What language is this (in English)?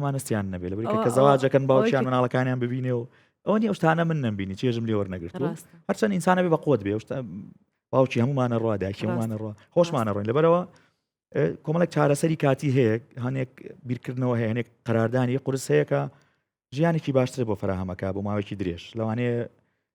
Central Kurdish